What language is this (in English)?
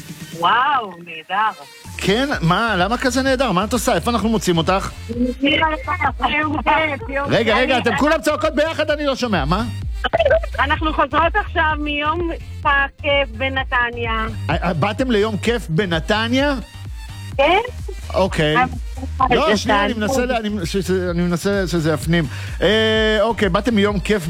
Hebrew